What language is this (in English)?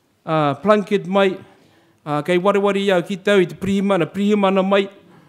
Māori